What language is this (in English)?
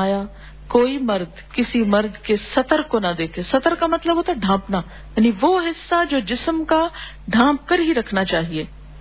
Urdu